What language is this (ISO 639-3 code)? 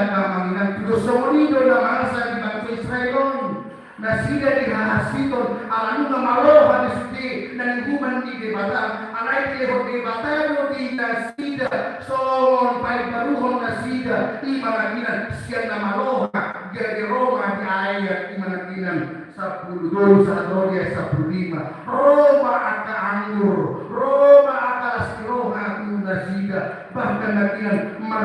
bbc